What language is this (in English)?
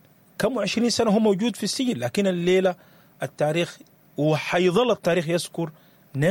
Sudanese Arabic